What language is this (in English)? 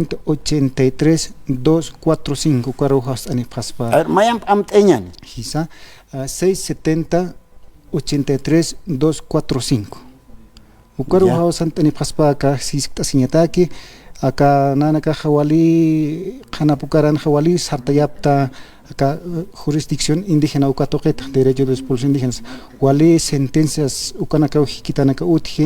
Aymara